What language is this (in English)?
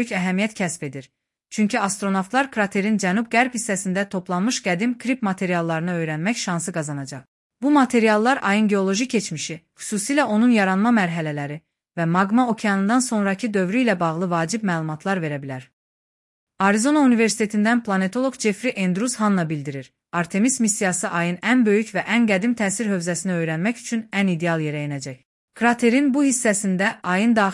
Azerbaijani